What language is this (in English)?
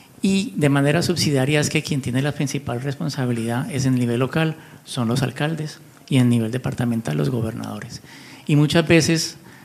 Spanish